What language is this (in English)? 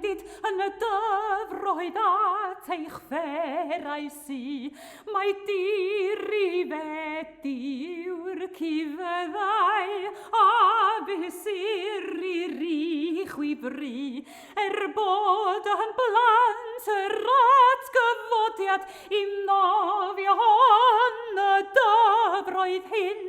Welsh